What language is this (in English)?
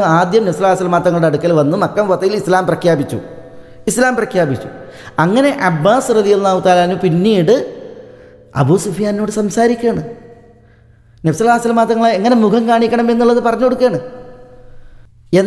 Malayalam